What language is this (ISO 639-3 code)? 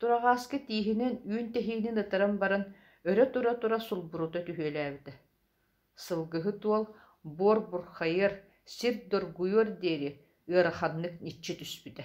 sah